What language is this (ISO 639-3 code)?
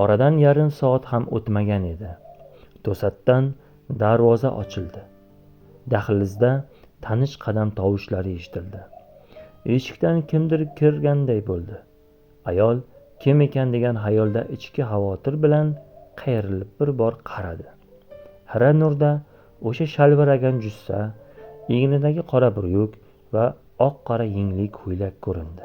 uzb